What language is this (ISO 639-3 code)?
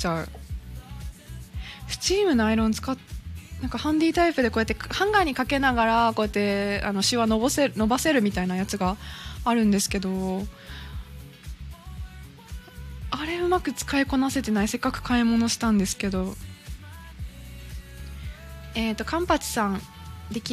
jpn